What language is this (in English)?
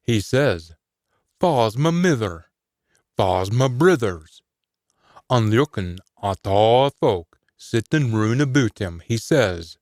Scots